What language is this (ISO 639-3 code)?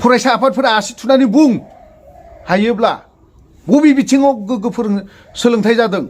brx